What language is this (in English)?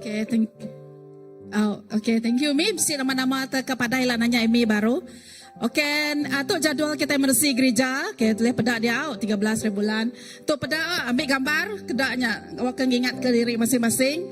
Iban